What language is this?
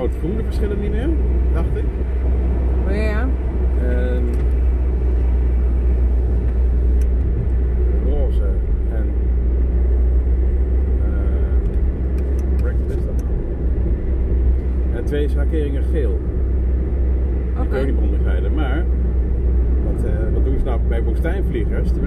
Dutch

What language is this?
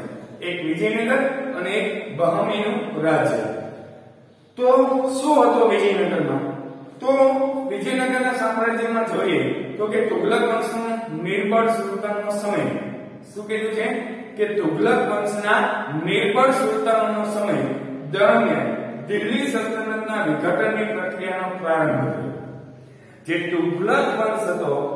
Gujarati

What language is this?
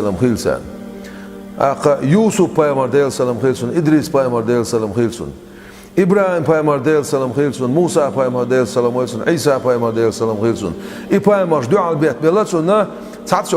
Chechen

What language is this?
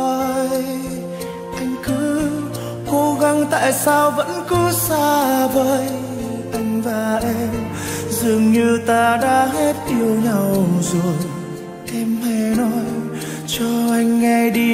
Vietnamese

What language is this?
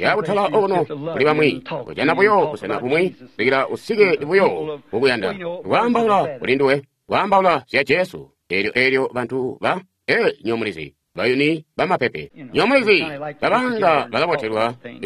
Tonga (Zambia)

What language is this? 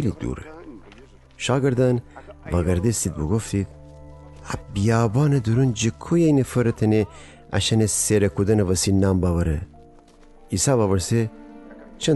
Gilaki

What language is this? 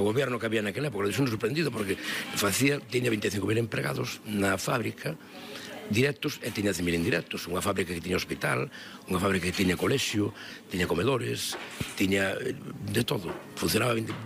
Galician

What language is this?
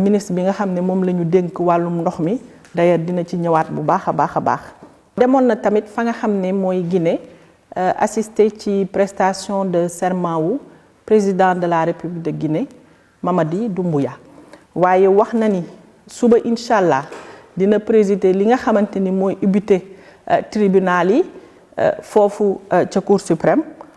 Wolof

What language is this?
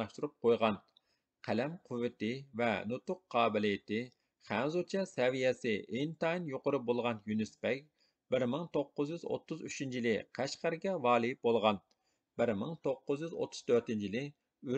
Uyghur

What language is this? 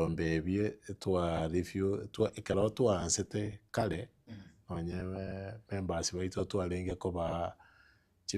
Gusii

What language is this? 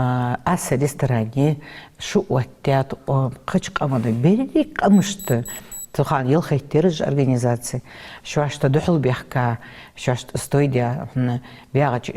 Ingush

